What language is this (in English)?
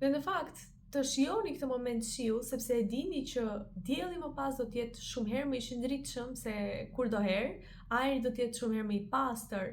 Albanian